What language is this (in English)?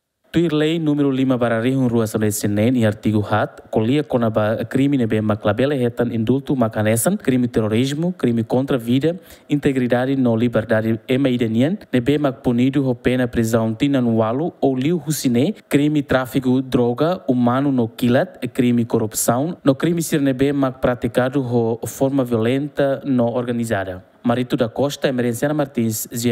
Tetum